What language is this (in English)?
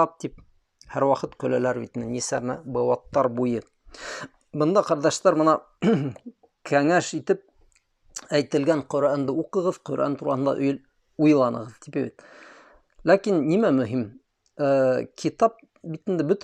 Bashkir